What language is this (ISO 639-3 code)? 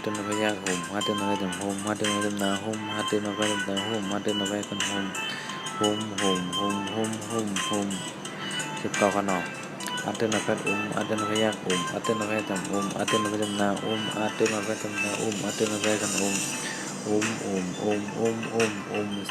shn